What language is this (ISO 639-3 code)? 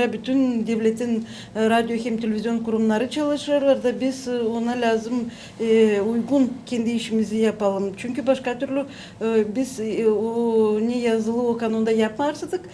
gag